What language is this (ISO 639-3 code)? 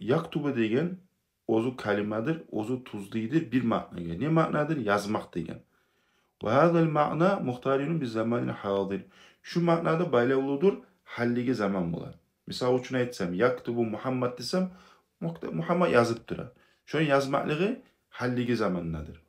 kum